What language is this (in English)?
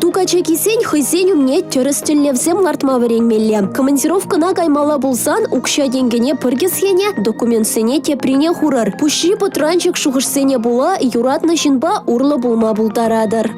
Chuvash